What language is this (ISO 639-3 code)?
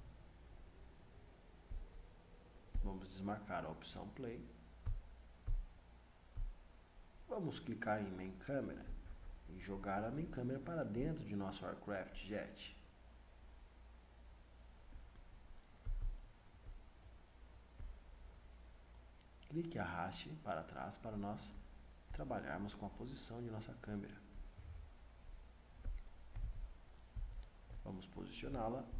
por